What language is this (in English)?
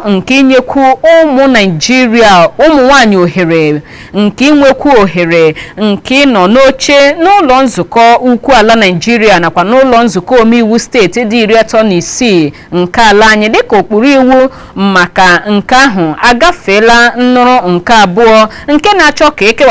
Igbo